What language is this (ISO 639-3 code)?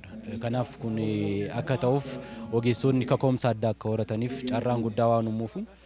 orm